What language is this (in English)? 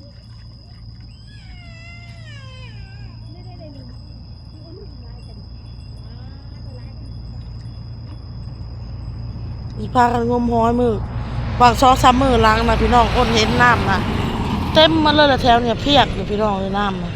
Northeastern Thai